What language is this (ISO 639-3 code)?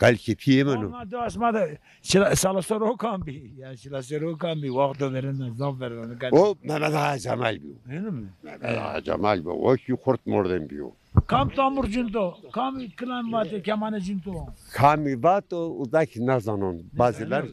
zza